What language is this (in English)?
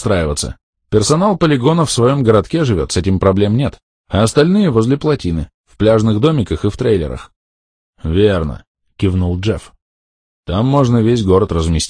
Russian